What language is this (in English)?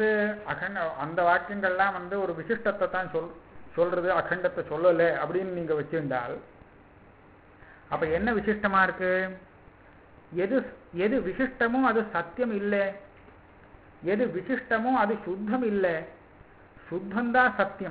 Tamil